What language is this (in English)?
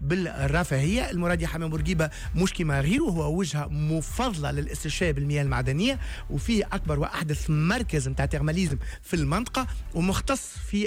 Tunisian Arabic